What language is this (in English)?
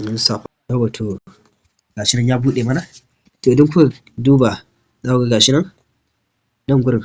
Hausa